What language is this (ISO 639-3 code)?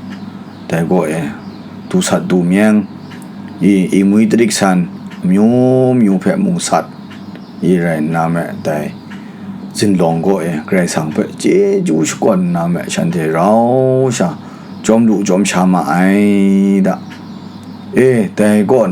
kac